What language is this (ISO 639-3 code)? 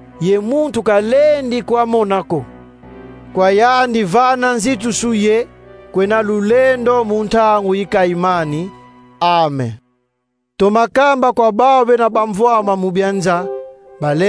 kon